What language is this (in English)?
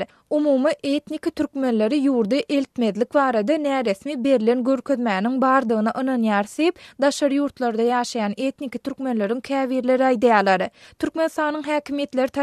Turkmen